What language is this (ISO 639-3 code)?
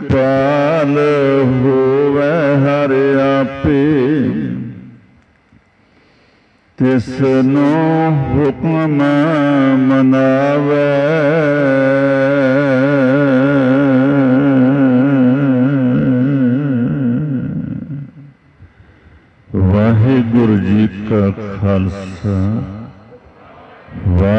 pan